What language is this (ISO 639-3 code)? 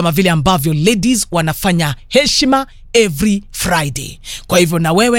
swa